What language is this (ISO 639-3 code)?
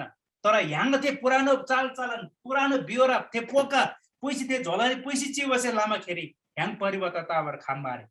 taj